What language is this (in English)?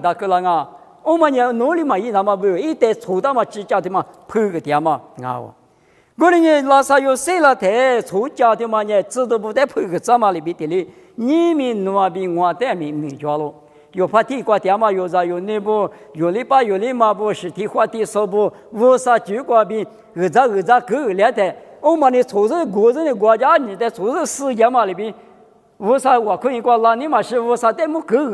Lisu